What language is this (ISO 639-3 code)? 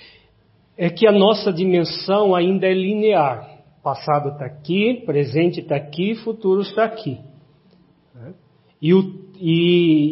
por